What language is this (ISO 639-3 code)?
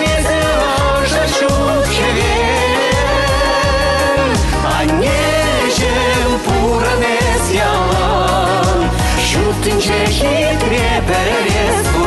chv